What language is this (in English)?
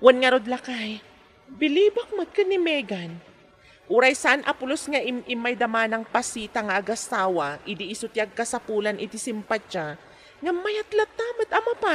Iloko